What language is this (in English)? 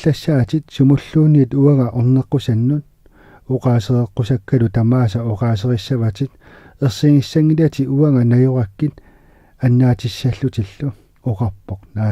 Kalaallisut